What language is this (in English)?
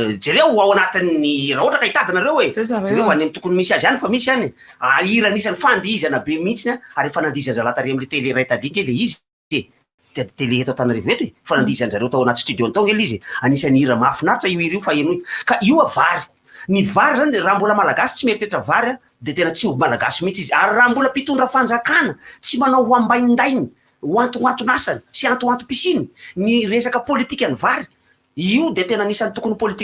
Malagasy